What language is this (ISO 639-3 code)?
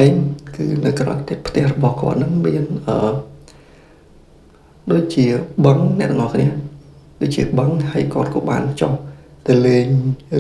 khm